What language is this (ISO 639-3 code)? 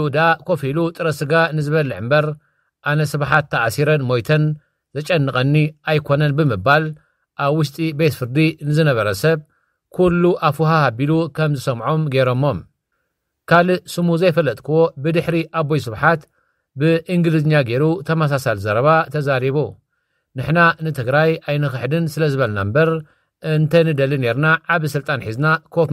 tir